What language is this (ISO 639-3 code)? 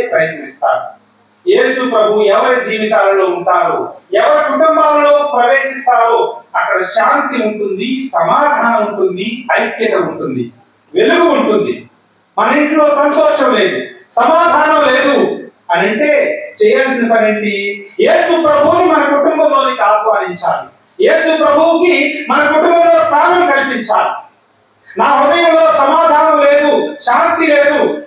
tel